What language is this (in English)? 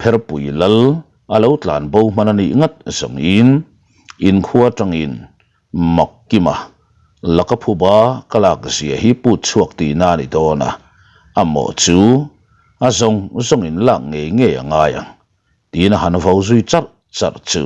Mizo